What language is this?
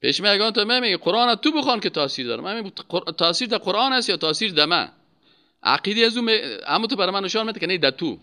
Persian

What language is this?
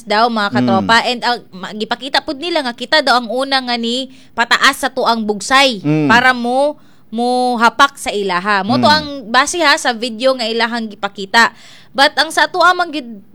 Cebuano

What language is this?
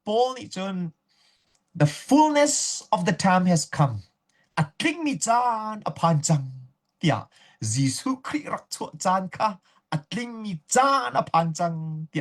Hakha Chin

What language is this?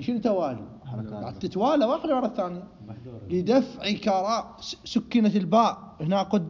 Mesopotamian Arabic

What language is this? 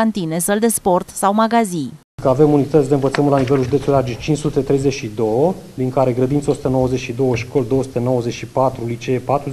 Romanian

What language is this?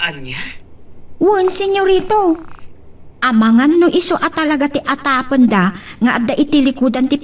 Iloko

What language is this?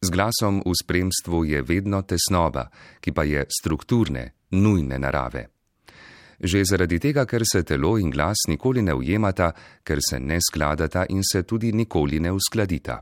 Slovenian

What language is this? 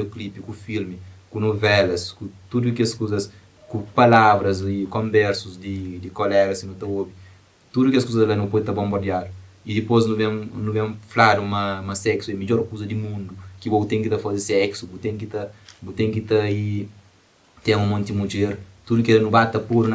Kabuverdianu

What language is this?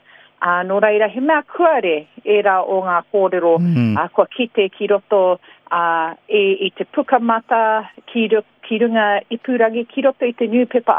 Māori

